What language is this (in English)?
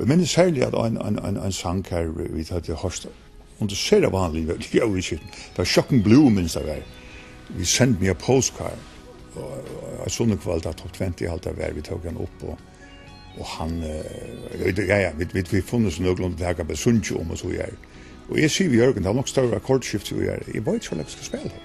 Faroese